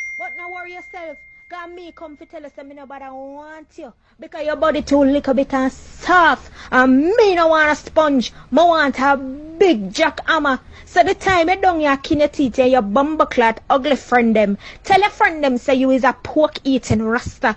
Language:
Jamaican Creole English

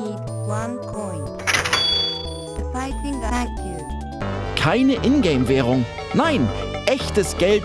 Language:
German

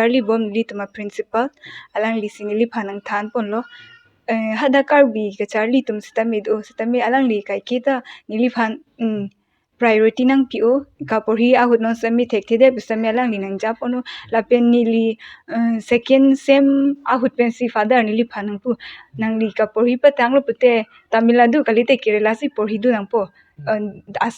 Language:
Karbi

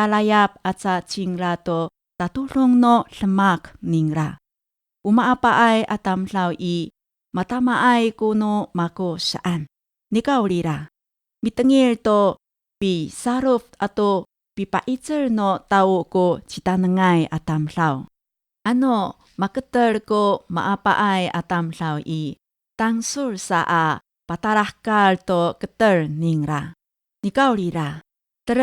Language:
Amis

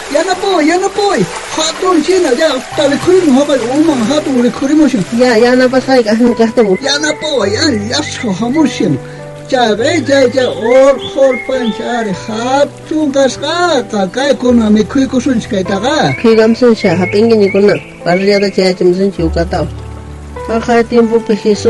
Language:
South Bolivian Quechua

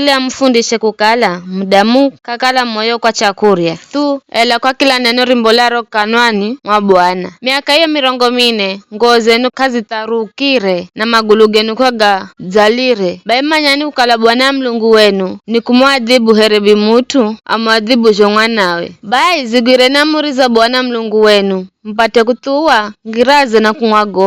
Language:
Giryama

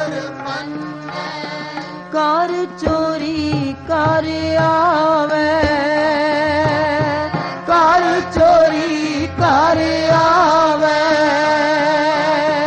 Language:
Punjabi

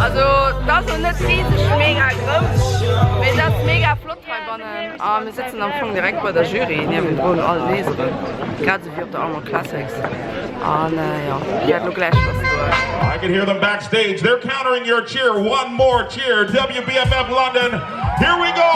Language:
Luxembourgish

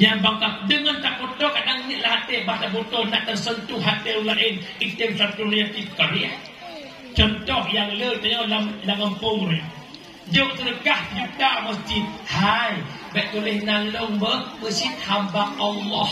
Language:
Achinese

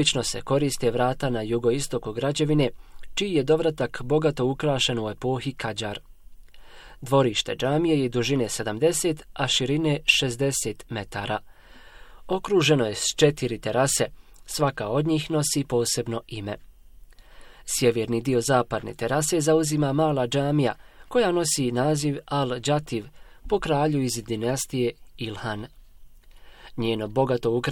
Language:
Bosnian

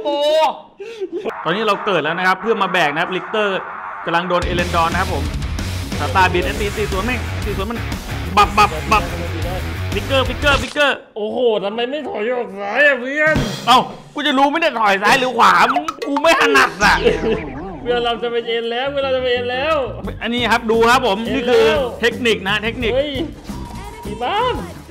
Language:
Thai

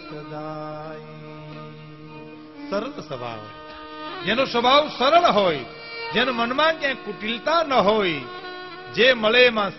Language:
Gujarati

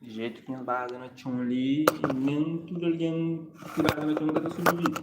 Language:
Kabuverdianu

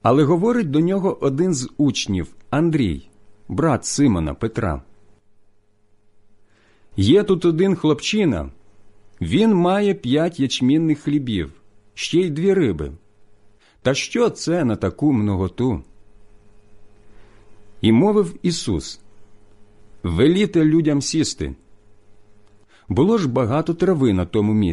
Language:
Ukrainian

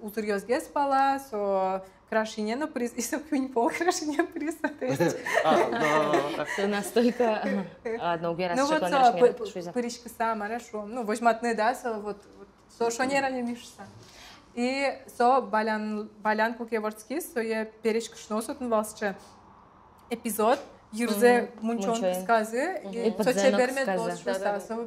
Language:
Udmurt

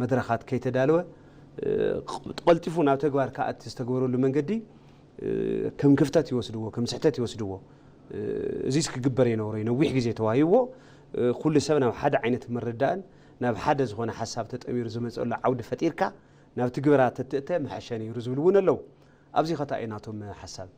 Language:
Tigrinya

